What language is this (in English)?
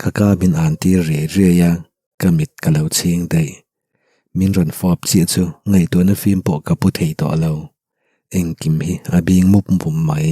Mizo